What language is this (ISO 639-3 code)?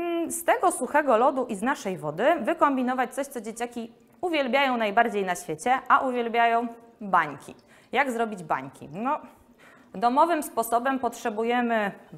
pol